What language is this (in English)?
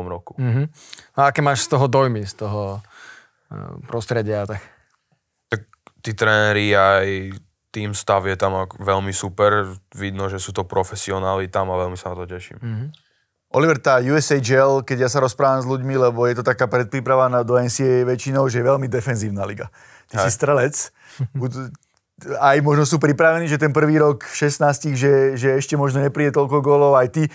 Slovak